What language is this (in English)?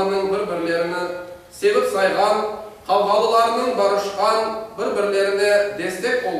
Crimean Tatar